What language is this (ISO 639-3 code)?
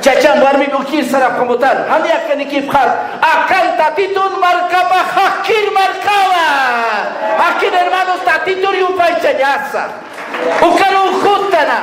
aym